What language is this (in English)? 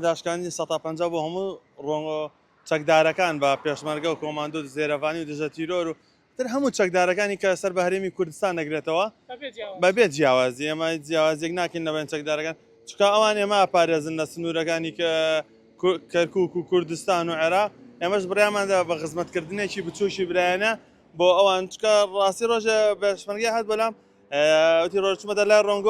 Central Kurdish